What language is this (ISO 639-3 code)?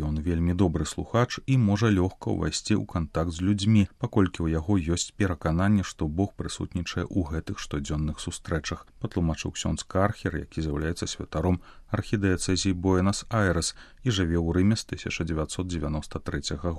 bel